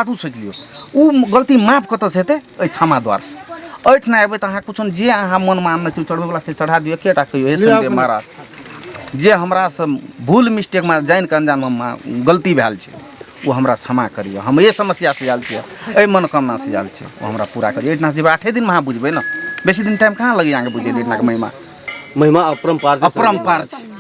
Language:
Maithili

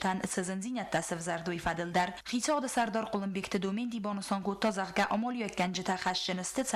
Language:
Ossetic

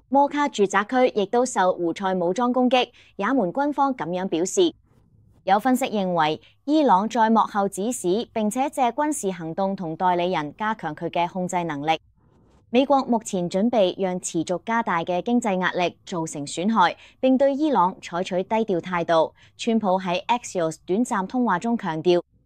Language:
Cantonese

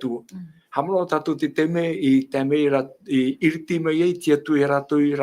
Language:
Tahitian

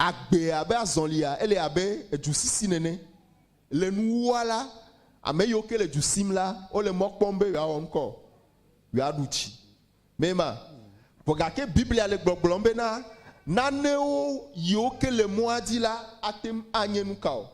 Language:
Ewe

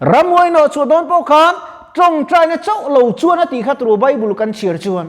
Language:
Mizo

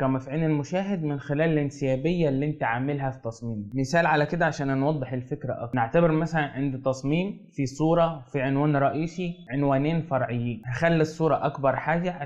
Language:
Egyptian Arabic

